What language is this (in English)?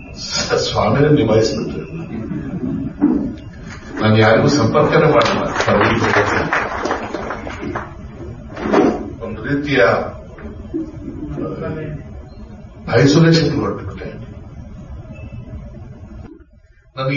Kannada